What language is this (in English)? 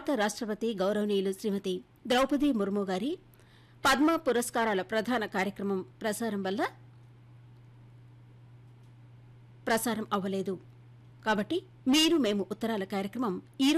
Telugu